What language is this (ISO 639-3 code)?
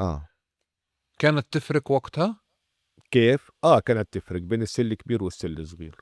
apc